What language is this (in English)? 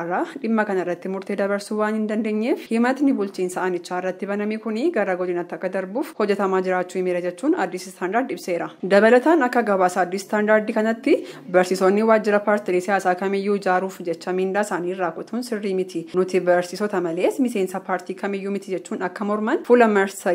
Oromo